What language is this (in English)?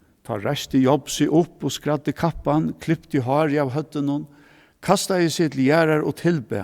Faroese